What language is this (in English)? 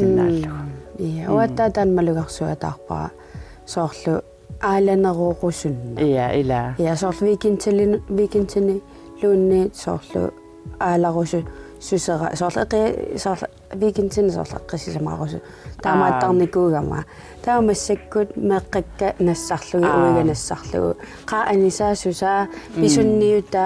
Kalaallisut